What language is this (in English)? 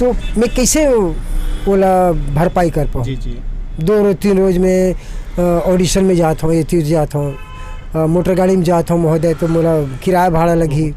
Chhattisgarhi